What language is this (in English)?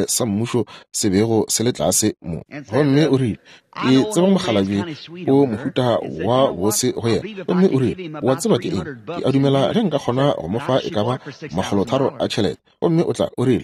Northern Sotho